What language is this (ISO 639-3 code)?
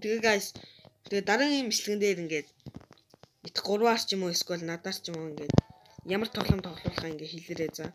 mon